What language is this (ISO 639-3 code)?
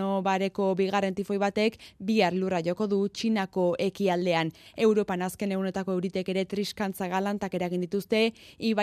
eus